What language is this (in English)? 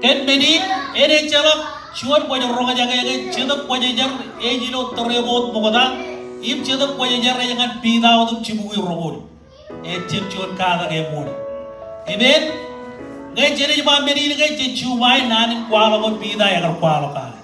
Marshallese